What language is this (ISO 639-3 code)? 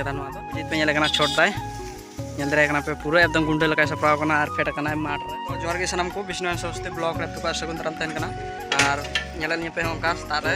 sat